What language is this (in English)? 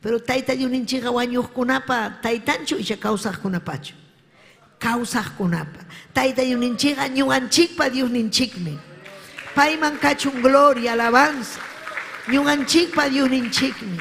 Ayacucho Quechua